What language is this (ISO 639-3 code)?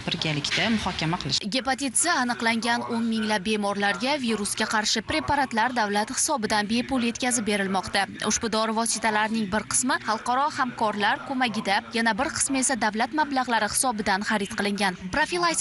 uzb